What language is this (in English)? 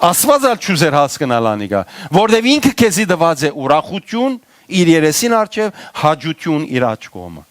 Western Armenian